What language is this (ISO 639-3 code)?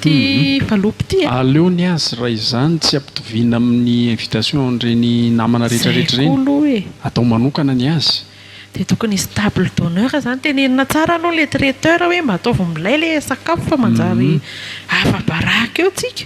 mlg